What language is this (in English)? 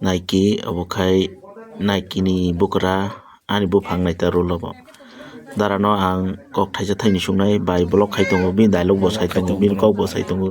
Kok Borok